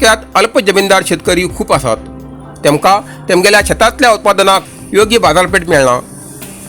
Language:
Konkani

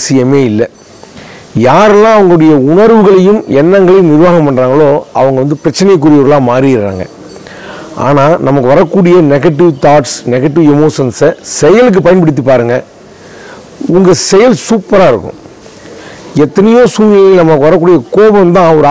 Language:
Tamil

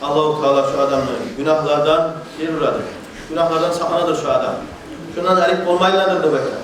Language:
Kumyk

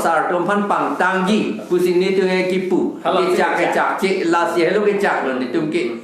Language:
Karbi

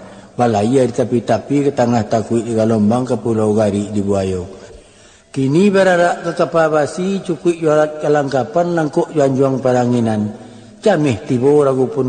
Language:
Minangkabau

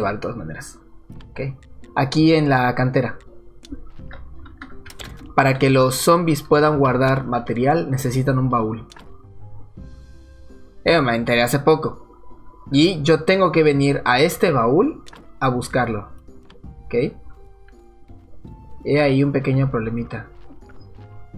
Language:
Spanish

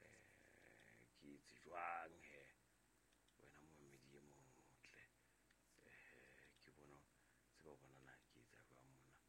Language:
Southern Sotho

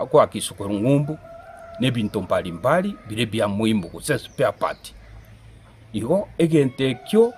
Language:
Gusii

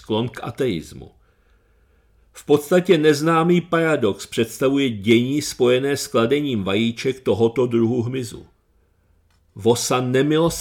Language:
Czech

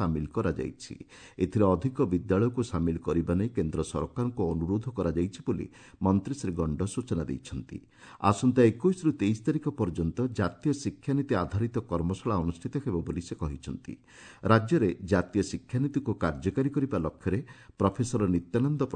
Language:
Odia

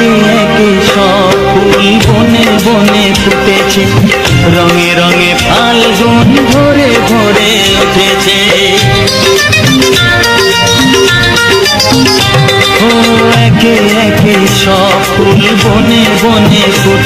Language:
Bangla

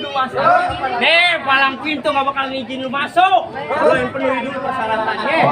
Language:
Betawi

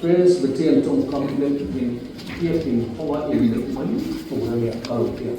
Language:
Mizo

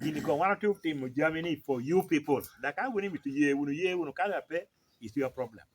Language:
Lango (Uganda)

